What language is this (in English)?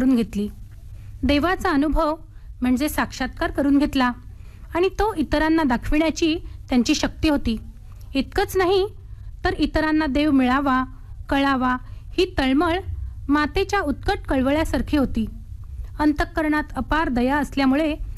Marathi